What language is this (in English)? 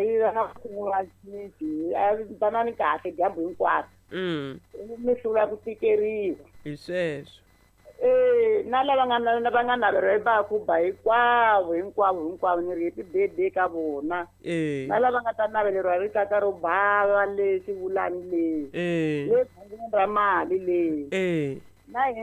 Tsonga